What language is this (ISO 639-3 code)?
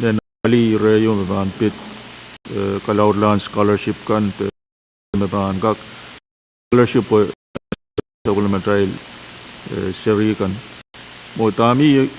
pon